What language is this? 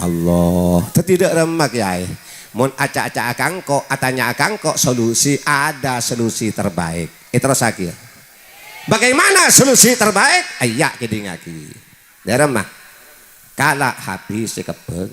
Madurese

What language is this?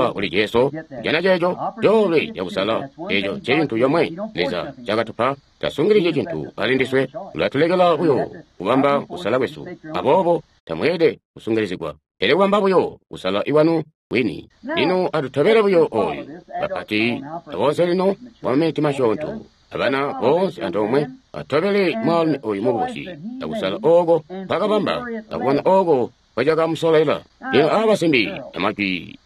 Tonga (Zambia)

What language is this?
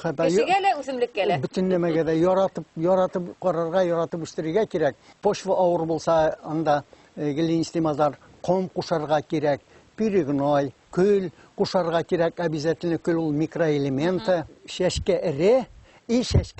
Bashkir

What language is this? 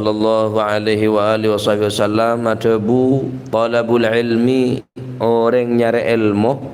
Madurese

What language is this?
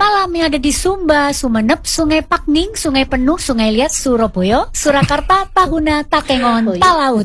Indonesian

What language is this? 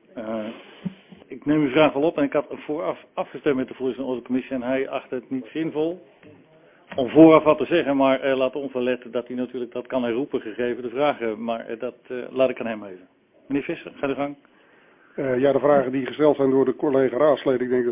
Dutch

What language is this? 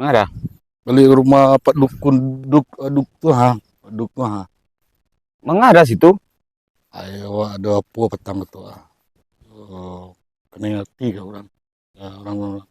Minangkabau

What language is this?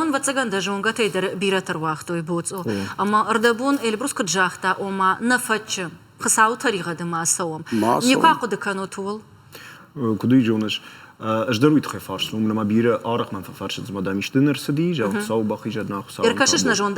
Ossetic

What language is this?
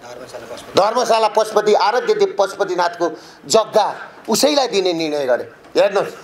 Nepali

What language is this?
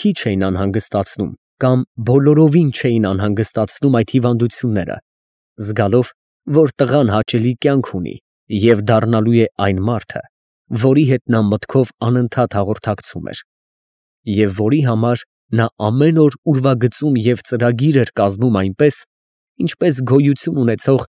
Armenian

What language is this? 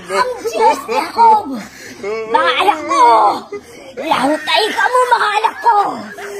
Cebuano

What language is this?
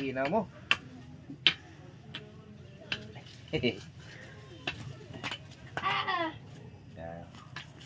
Filipino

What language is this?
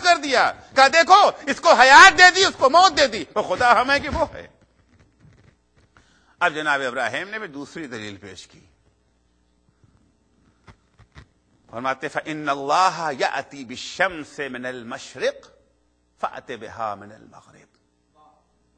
Urdu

